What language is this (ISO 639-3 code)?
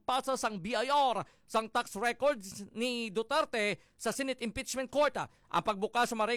hil